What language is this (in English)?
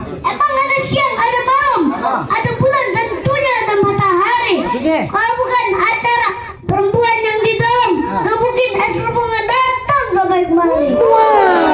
Betawi